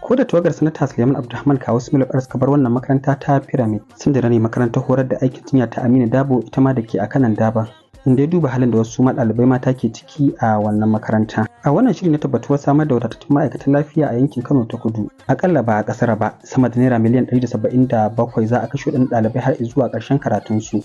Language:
Hausa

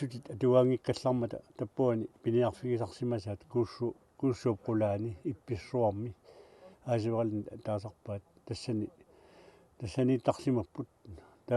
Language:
Kalaallisut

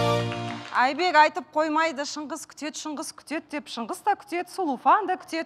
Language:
Kazakh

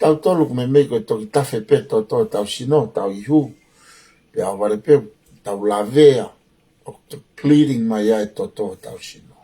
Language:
Tongan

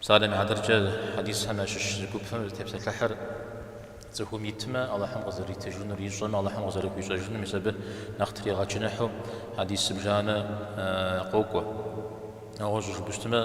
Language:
Kabardian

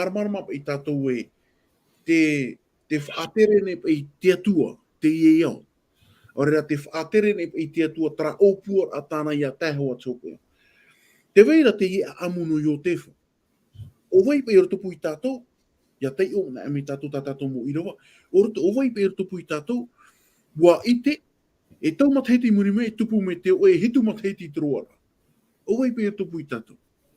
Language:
Tahitian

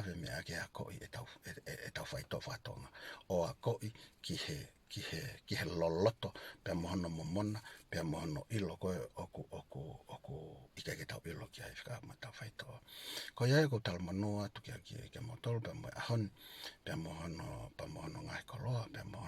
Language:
Tongan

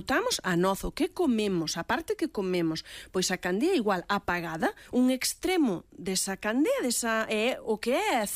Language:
Galician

